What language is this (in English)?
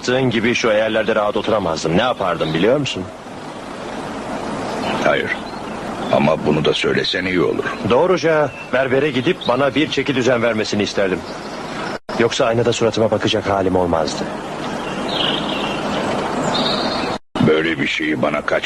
Turkish